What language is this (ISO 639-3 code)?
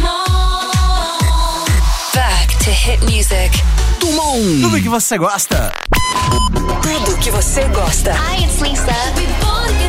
por